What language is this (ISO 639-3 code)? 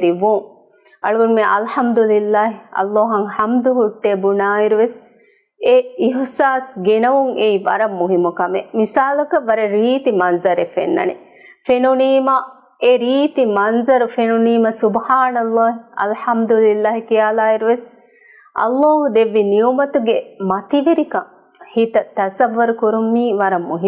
div